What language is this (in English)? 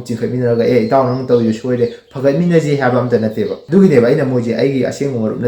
Manipuri